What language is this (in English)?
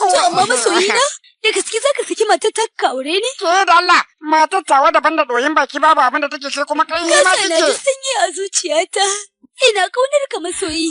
Hausa